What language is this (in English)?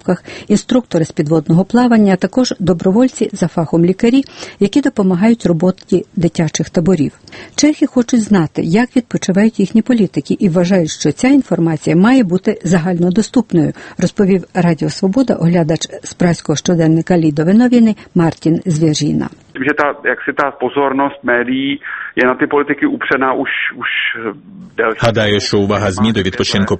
Ukrainian